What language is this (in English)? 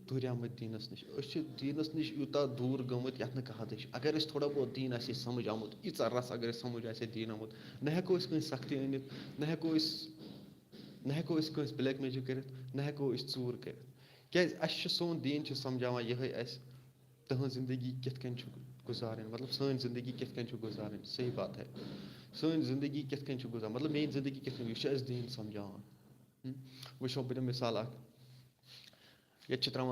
Kashmiri